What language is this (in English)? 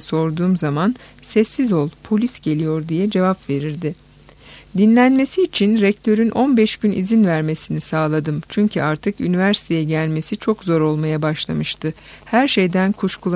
Turkish